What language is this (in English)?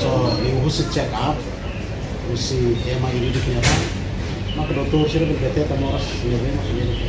Tetum